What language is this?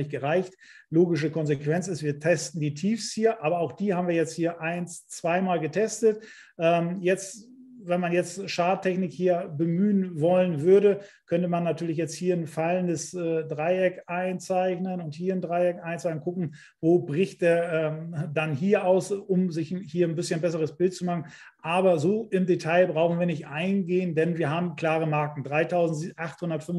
German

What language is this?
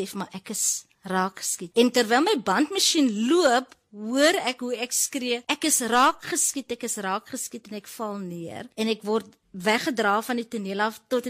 Afrikaans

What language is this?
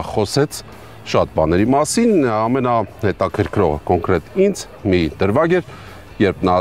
Armenian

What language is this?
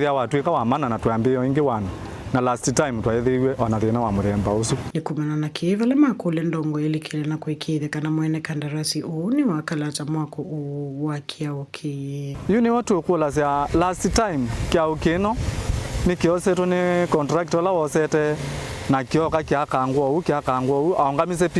Kamba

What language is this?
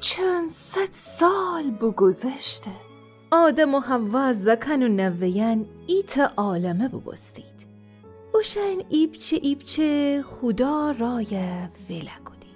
Gilaki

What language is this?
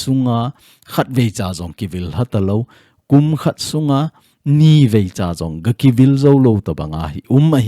Thado Chin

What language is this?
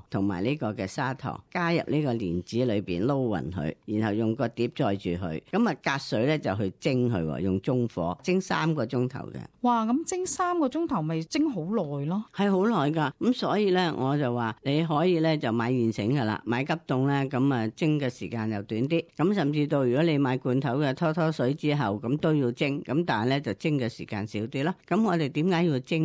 Cantonese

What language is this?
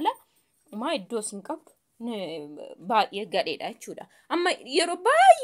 Oromo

